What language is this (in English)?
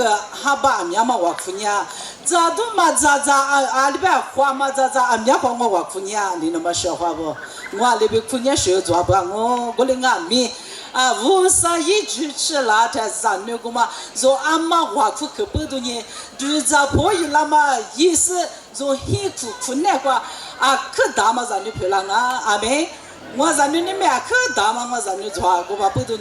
Lisu